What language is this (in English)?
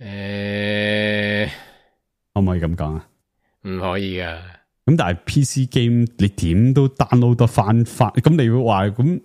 Cantonese